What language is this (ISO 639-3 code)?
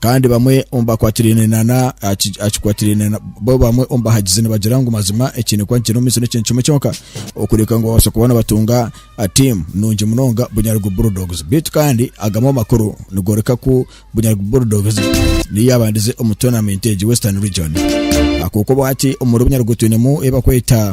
nyn